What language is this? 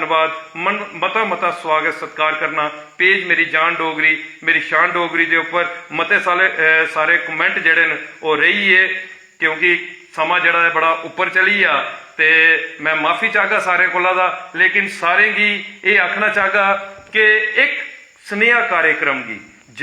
Dogri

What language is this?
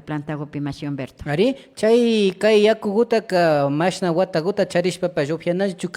Imbabura Highland Quichua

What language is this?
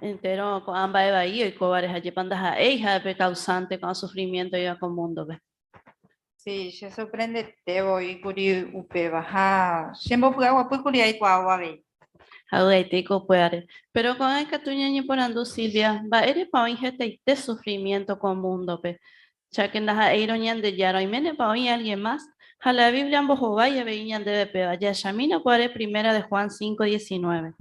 Guarani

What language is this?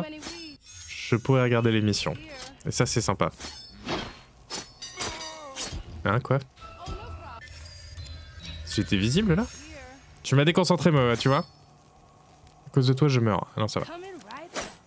French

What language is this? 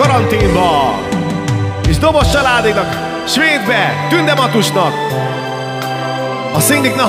Hungarian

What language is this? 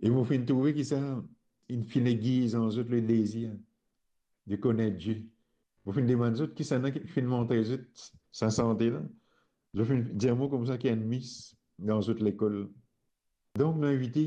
Morisyen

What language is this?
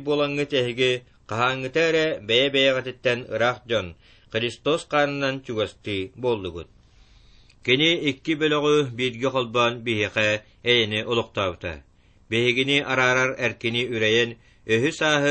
Yakut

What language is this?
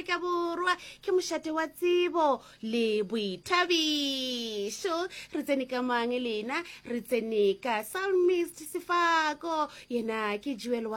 Northern Sotho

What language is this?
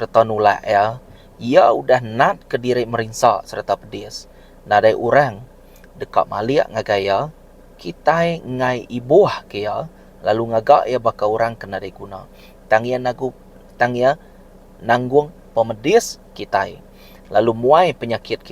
Iban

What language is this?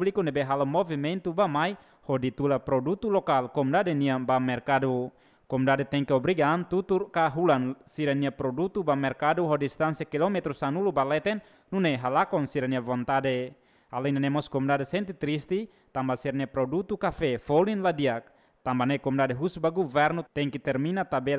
Tetum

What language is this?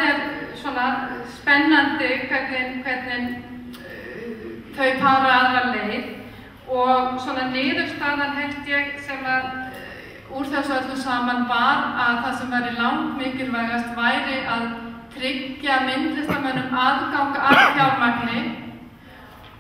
Icelandic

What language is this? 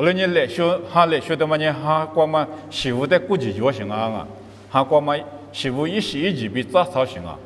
Lisu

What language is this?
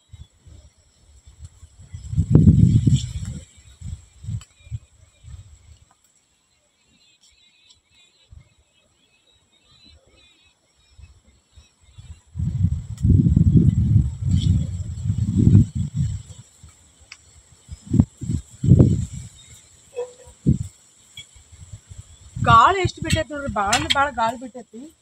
Kannada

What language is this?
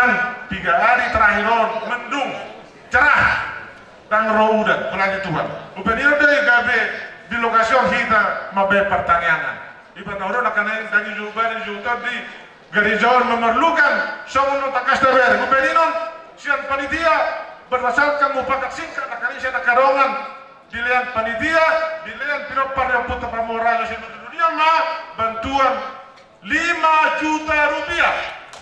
Batak Toba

